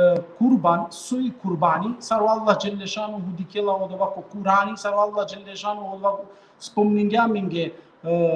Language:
Balkan Romani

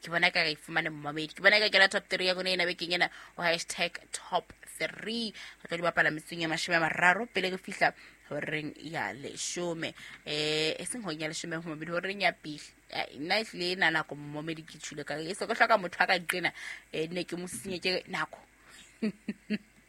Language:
Southern Sotho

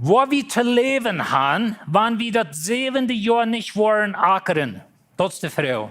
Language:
Plautdietsch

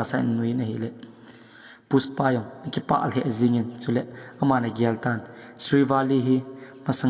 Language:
Thado Chin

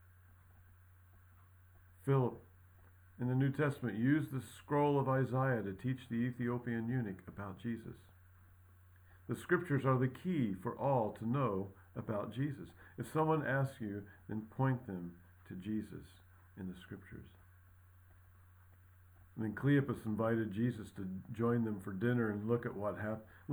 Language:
English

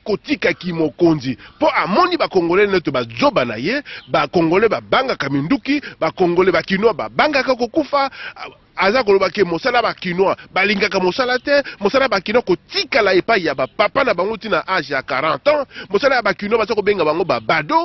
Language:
Lingala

